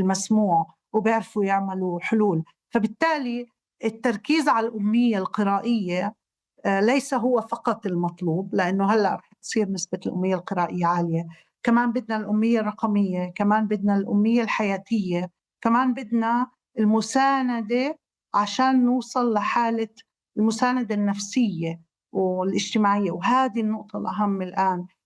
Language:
North Levantine Arabic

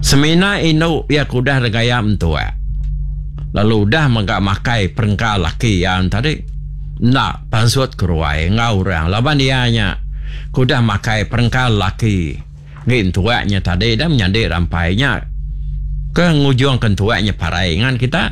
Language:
Iban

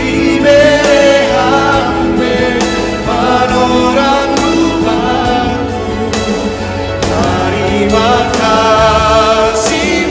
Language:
Batak Simalungun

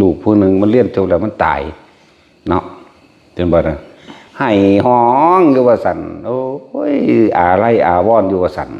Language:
Northeastern Thai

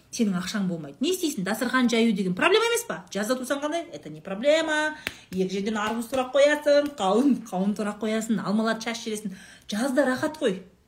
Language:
Kazakh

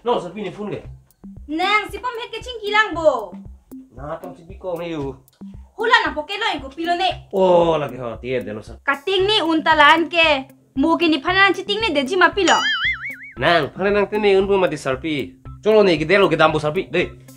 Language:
Karbi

